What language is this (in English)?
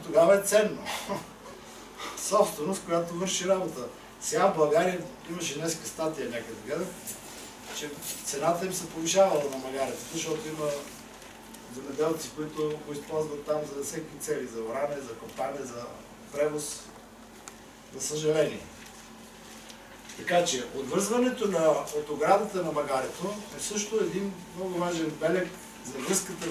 Bulgarian